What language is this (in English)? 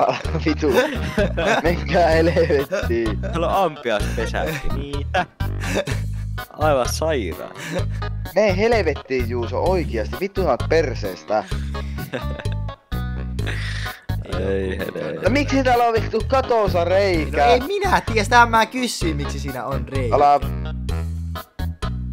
Finnish